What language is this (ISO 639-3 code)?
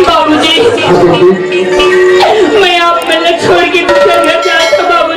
hne